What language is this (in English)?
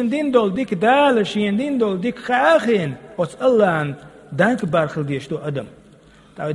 Chechen